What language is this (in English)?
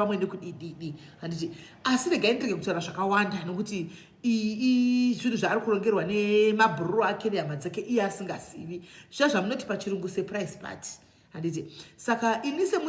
Shona